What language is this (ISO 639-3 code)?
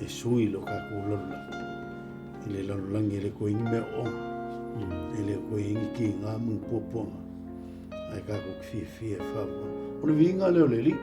smo